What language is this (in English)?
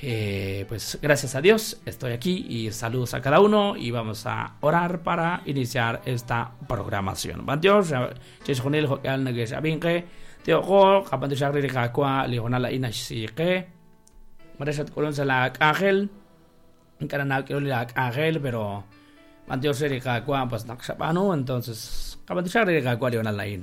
Kekchí